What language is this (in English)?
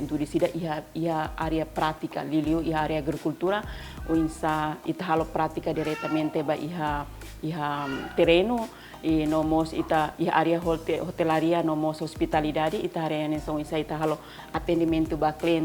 Tetum